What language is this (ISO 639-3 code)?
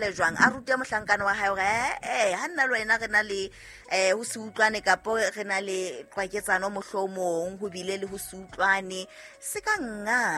sot